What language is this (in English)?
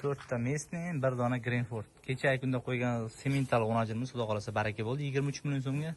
Uzbek